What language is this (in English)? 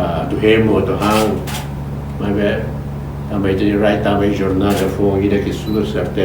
Tetum